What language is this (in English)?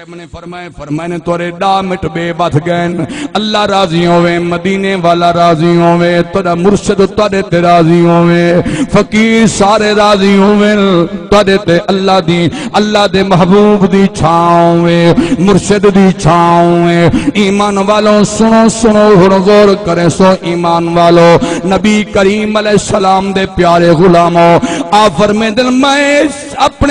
Saraiki